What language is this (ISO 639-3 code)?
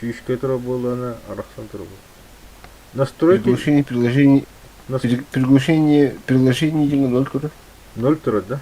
sah